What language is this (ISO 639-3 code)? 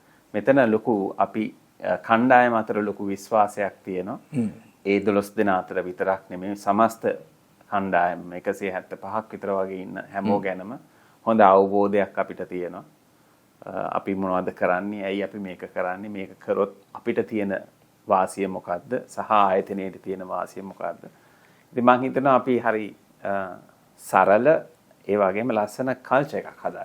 sin